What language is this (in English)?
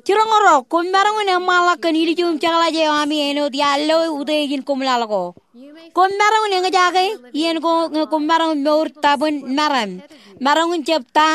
Marshallese